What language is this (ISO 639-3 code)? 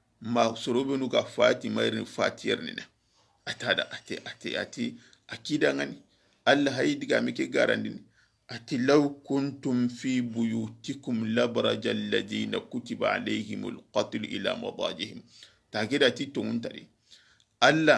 snk